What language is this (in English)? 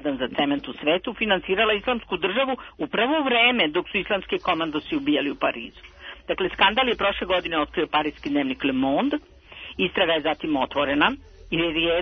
Serbian